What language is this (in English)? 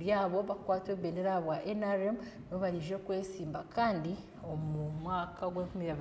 Nyankole